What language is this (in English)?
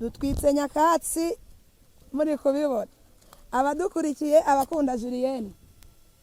Kinyarwanda